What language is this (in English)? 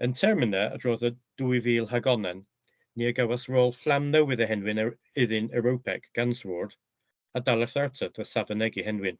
Cornish